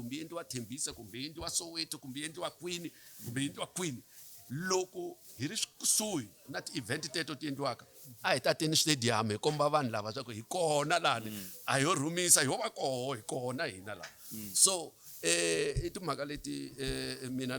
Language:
Tsonga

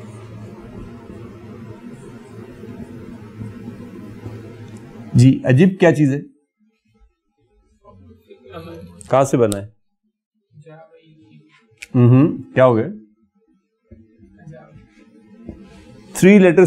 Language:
Urdu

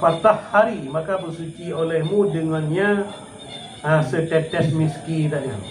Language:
Achinese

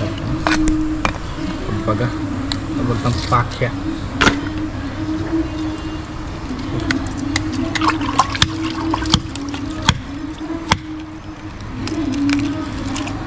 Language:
Marathi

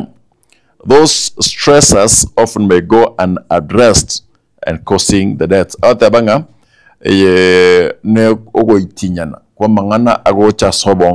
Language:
Gusii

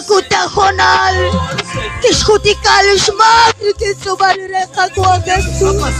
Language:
Kekchí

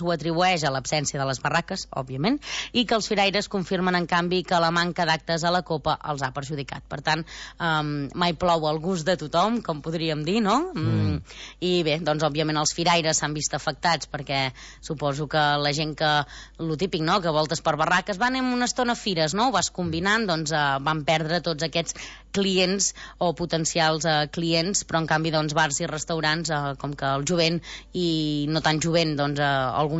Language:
Catalan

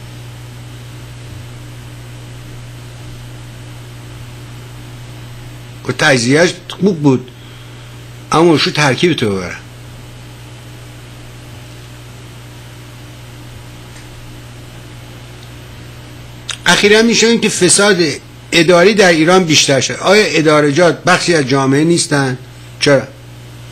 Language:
Persian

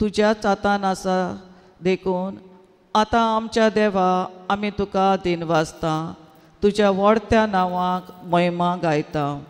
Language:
Konkani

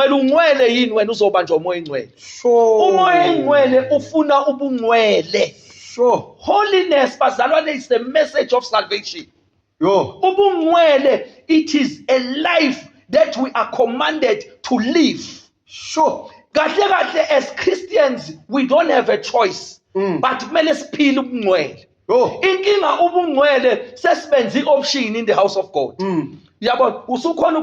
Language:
Zulu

